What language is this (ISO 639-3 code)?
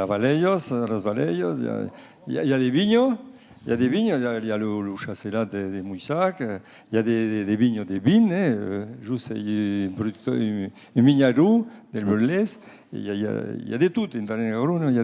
oci